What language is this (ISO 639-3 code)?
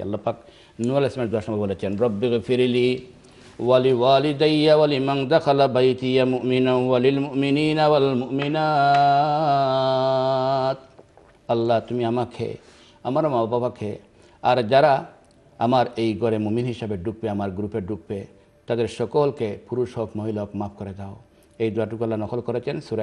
ben